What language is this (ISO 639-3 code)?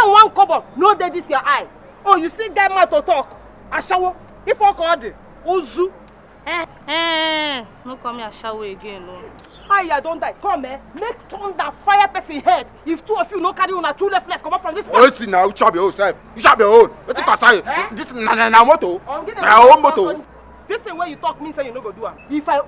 pcm